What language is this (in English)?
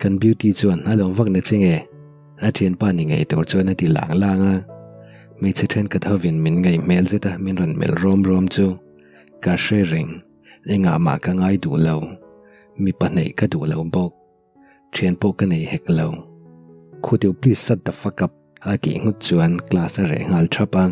Mizo